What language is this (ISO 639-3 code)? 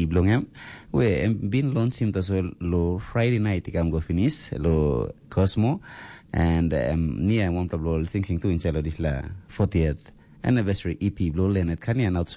tpi